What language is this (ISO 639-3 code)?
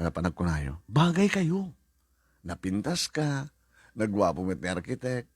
ilo